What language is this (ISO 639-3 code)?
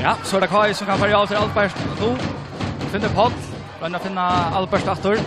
fao